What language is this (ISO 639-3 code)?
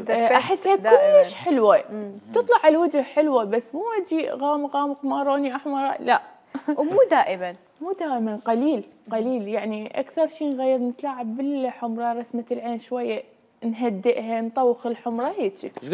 acm